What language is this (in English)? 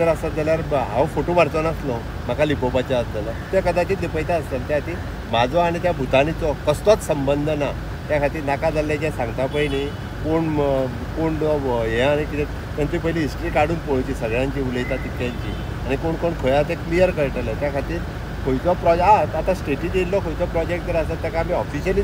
Konkani